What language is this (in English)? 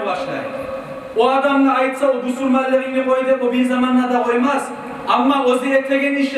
Kumyk